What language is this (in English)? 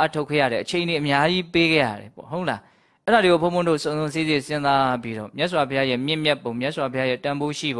Burmese